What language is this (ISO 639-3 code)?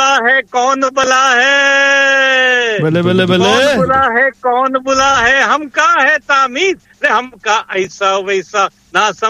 pan